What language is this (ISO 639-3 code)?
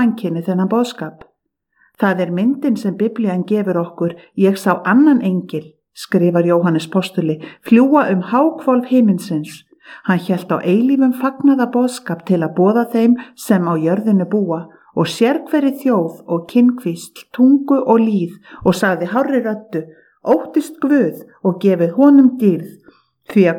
isl